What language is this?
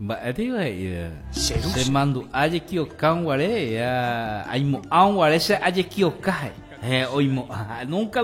Guarani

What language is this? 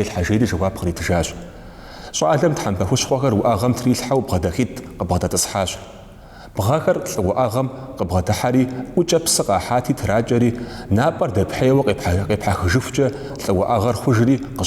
Kabardian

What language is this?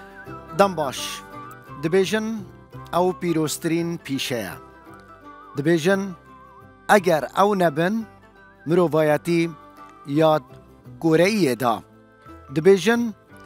Kurdish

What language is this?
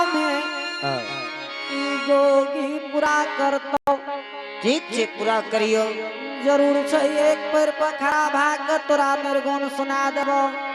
Angika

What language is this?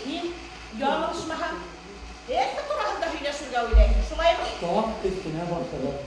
Bashkir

